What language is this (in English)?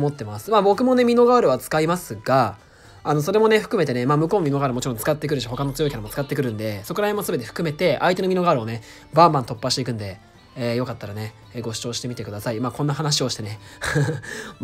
Japanese